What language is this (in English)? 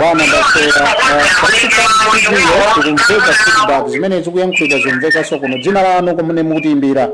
Nyanja